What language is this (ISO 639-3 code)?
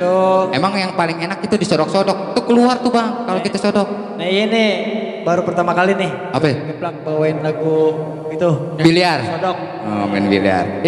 bew